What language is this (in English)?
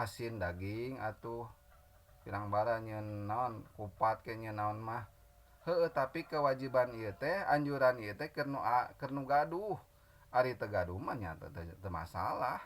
Sundanese